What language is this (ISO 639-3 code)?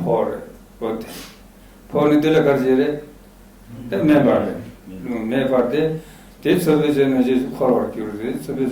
bod